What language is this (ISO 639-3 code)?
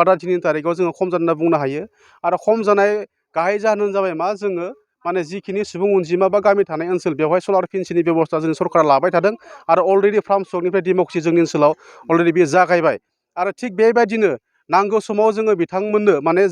brx